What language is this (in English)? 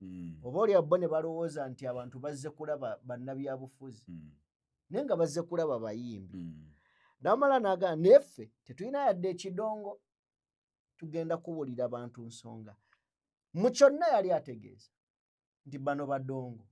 Ganda